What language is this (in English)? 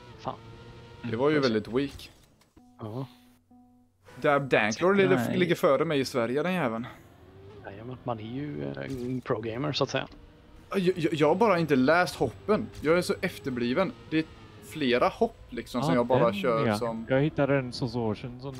Swedish